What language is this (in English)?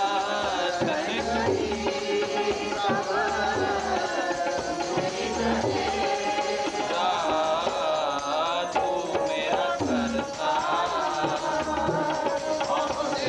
Punjabi